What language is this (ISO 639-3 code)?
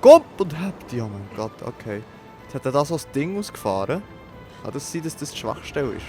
gsw